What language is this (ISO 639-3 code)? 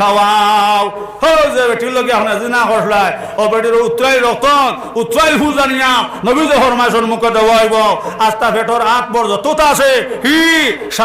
syl